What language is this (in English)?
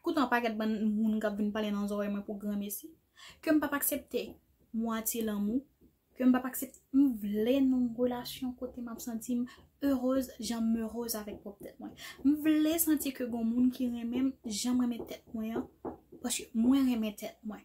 Haitian Creole